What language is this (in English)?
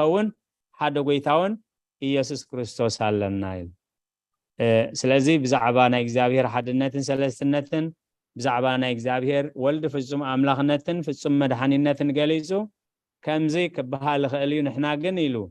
Tigrinya